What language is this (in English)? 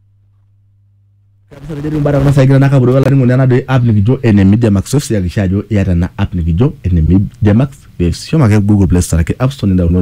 Masai